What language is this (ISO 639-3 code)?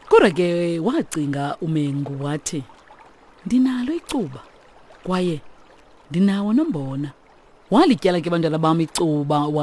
xho